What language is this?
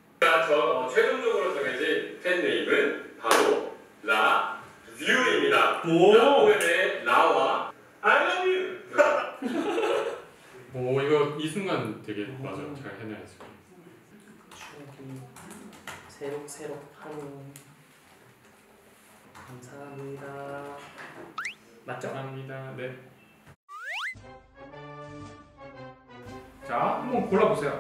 Korean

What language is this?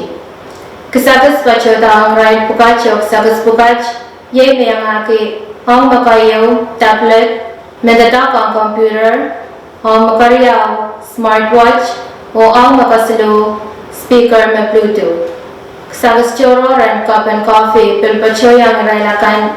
Pohnpeian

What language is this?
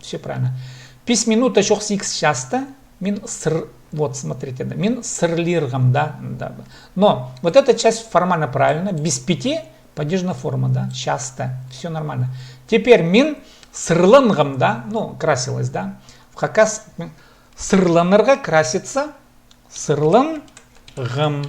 Khakas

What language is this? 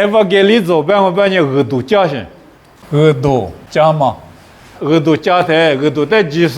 Lisu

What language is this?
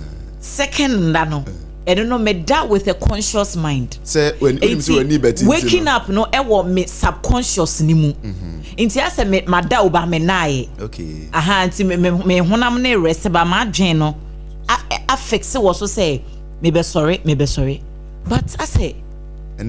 Akan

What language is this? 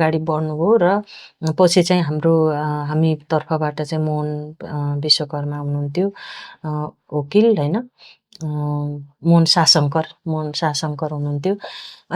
Nepali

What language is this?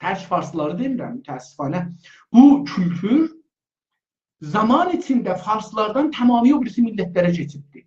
South Azerbaijani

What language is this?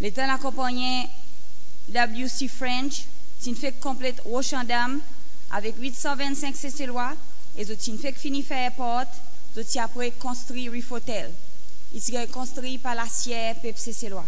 Seselwa Creole French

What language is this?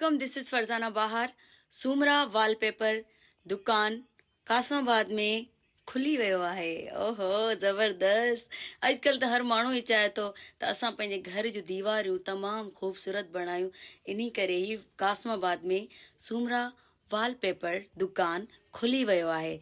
Sindhi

